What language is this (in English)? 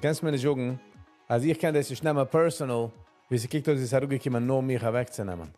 Yiddish